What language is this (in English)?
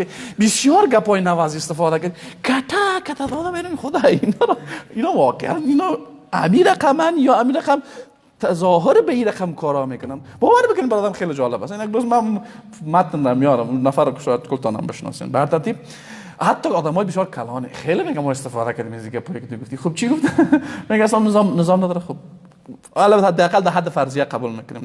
Persian